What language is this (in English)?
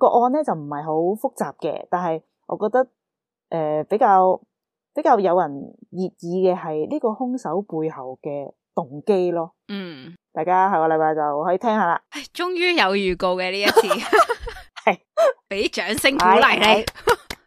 Cantonese